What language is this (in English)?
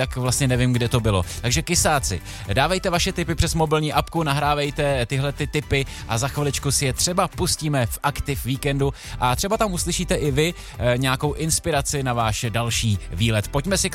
Czech